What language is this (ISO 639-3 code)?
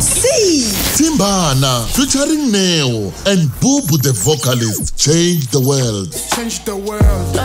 tso